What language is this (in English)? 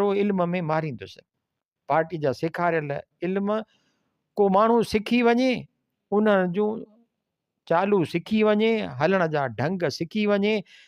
Sindhi